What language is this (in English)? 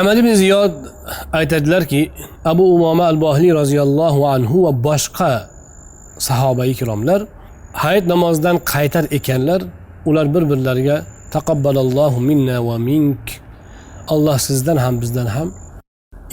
Uzbek